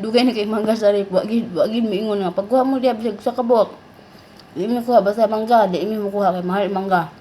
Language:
Cebuano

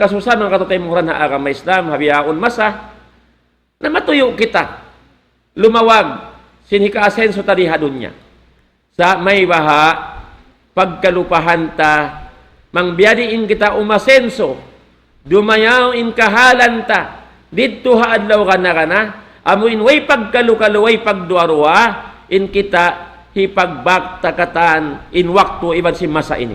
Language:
Tausug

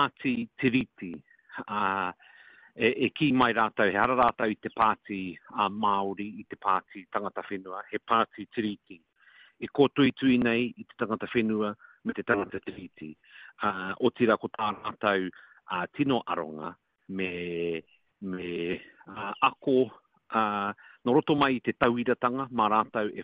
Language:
Māori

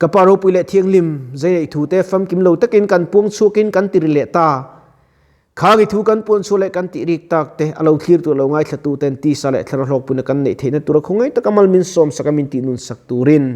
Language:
Mizo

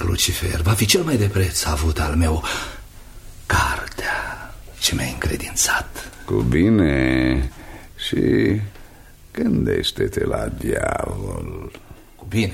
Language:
Romanian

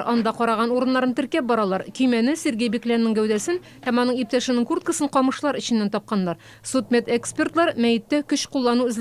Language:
Tatar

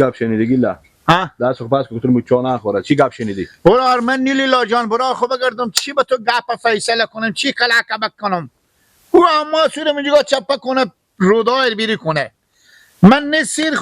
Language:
Persian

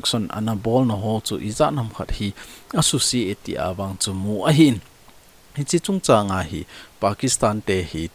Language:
Thado Chin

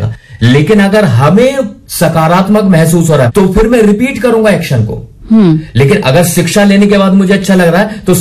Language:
Hindi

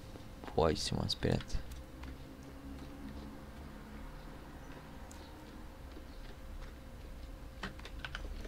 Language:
Romanian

